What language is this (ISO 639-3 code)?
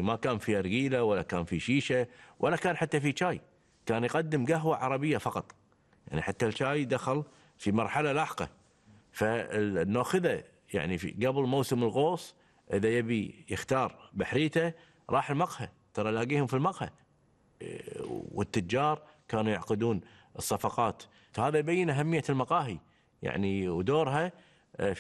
afb